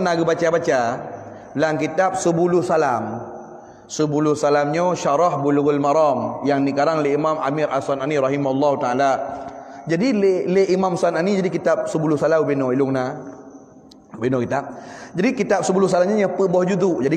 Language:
Achinese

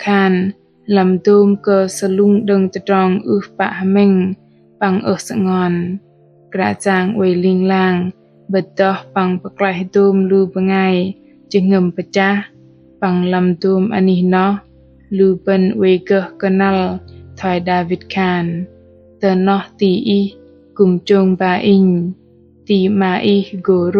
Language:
Bahnar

